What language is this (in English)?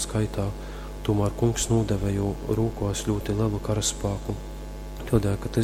Latgalian